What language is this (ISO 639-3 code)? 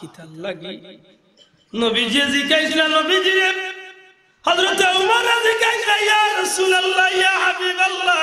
syl